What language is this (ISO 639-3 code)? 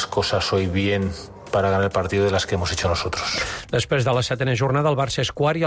cat